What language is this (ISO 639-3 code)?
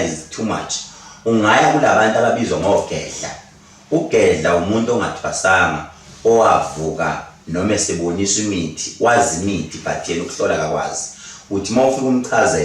zul